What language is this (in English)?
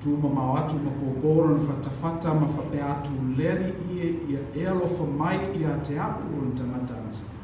Samoan